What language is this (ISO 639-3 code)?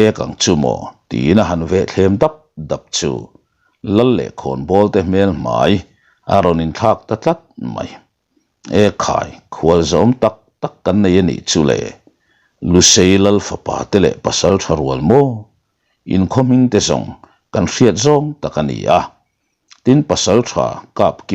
lus